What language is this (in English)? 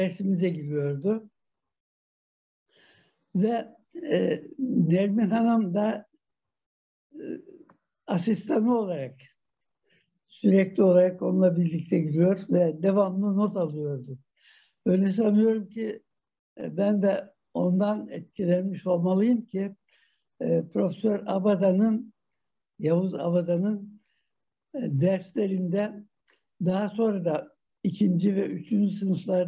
Turkish